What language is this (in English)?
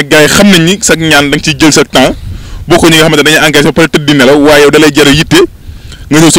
Wolof